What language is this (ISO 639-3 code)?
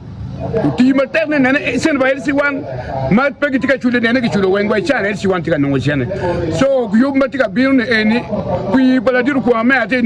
ach